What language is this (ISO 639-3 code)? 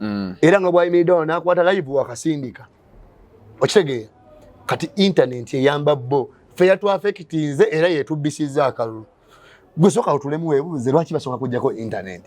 lug